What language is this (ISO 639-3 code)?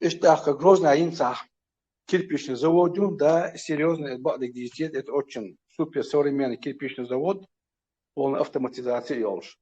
che